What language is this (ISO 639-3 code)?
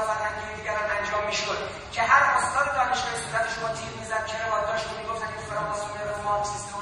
fas